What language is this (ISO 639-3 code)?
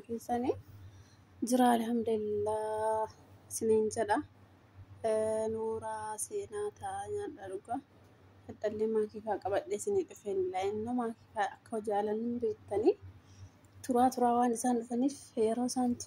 orm